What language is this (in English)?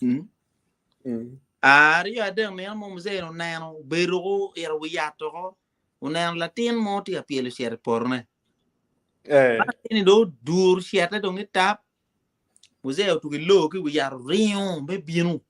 Acoli